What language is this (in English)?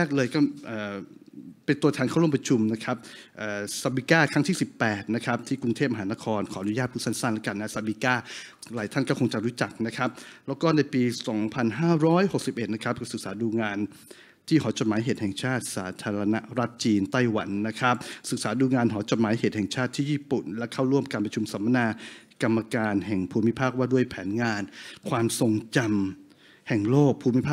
Thai